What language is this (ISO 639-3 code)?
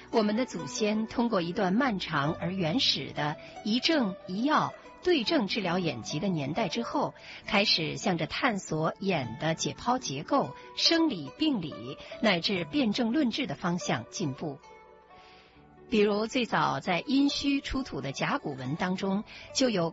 zho